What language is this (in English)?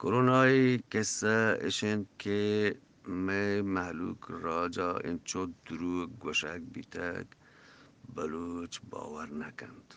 Eastern Balochi